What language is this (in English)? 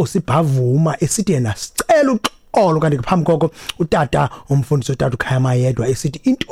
Xhosa